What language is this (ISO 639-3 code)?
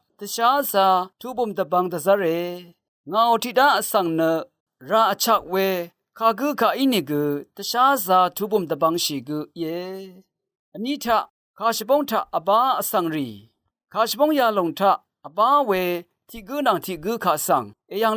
raw